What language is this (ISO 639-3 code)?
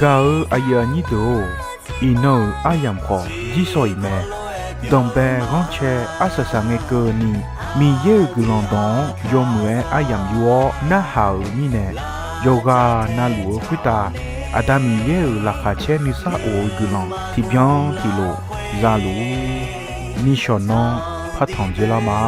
ahk